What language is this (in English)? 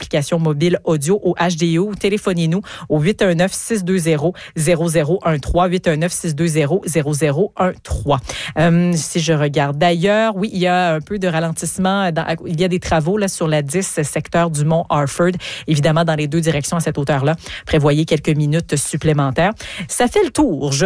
French